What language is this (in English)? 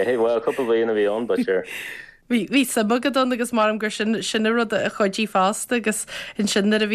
Irish